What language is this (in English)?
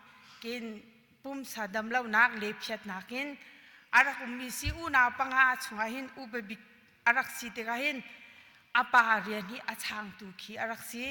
Hakha Chin